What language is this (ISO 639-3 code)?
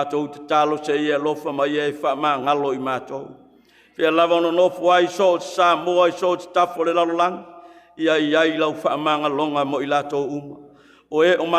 smo